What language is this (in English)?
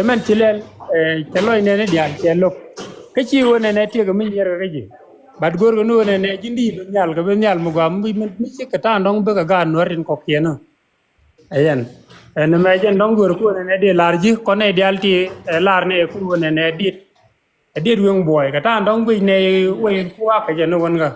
Nuer